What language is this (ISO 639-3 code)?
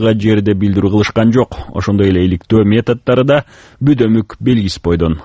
kir